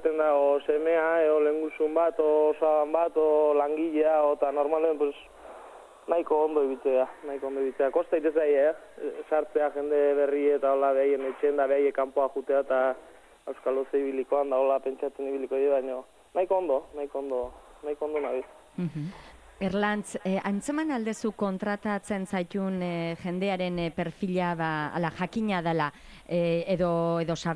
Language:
Basque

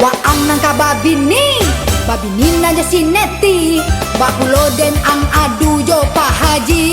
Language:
Minangkabau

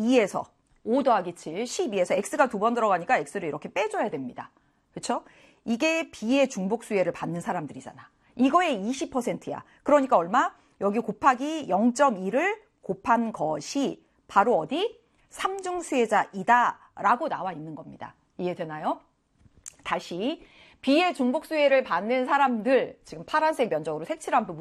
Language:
Korean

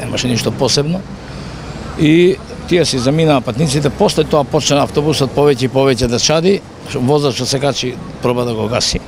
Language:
Macedonian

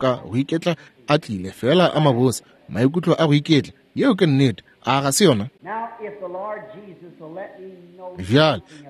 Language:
Northern Sotho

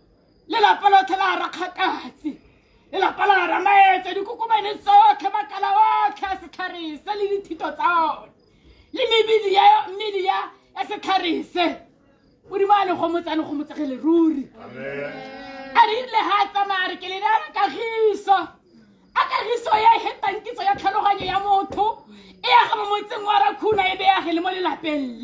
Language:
Tswana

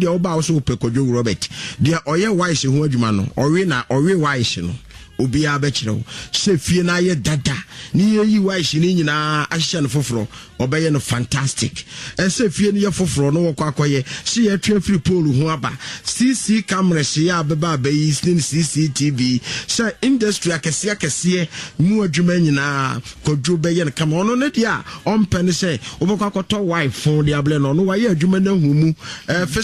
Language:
Akan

